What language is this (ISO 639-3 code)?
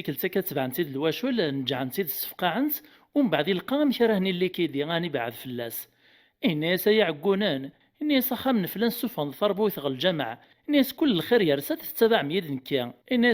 kab